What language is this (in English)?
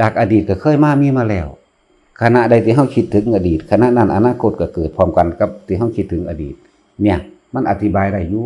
Northeastern Thai